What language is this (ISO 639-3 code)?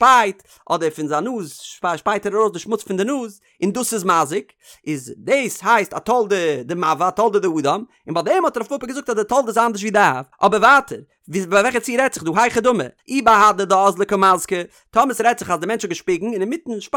yid